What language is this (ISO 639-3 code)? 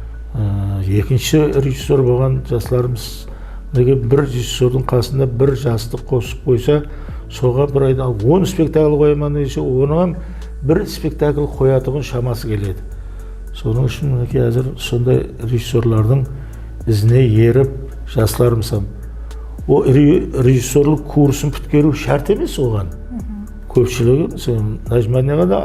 kaa